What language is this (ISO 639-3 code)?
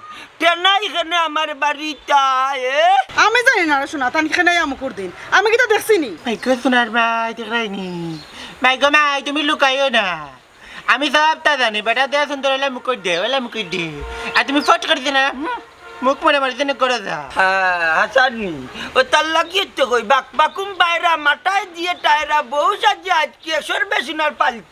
syl